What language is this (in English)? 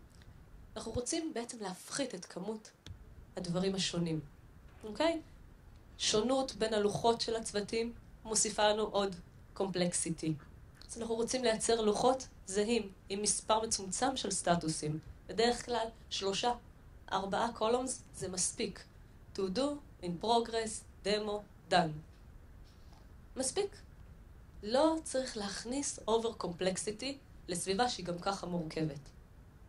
Hebrew